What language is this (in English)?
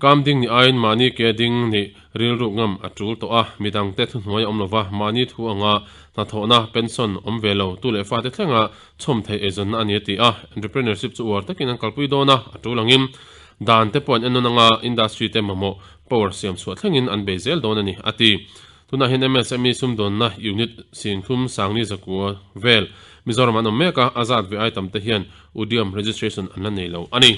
Mizo